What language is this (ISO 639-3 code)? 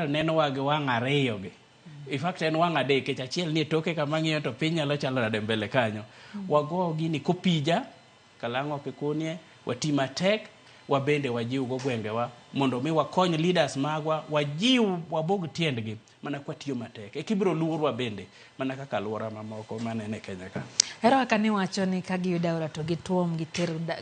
luo